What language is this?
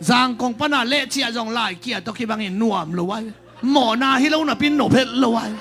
Tedim Chin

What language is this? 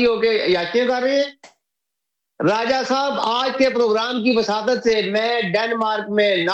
Urdu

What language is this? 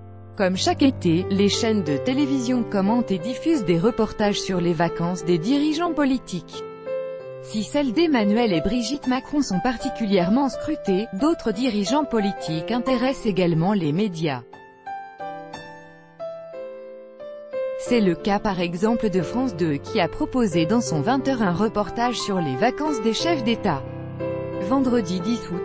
French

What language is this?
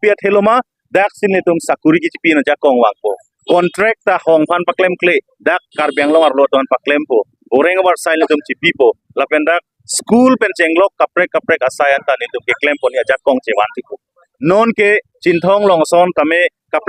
Karbi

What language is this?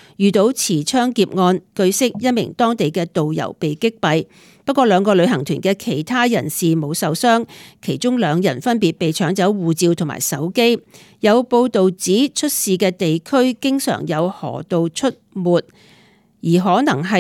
Cantonese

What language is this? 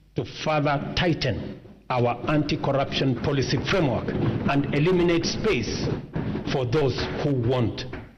Masai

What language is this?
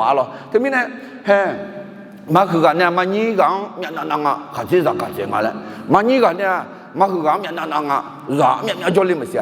Akha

